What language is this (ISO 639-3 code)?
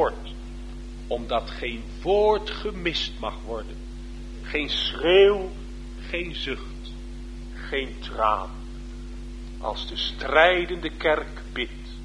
nld